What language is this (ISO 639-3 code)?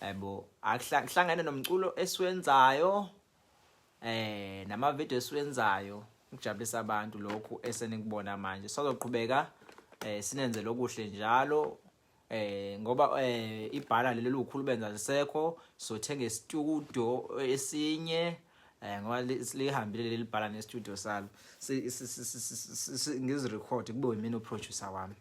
zul